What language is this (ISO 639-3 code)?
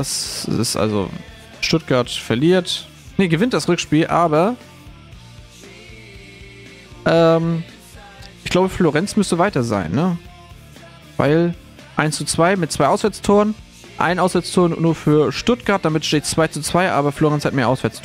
deu